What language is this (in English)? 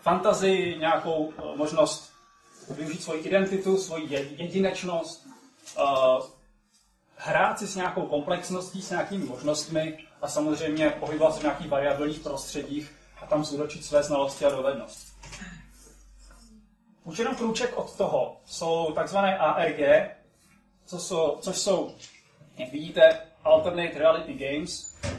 Czech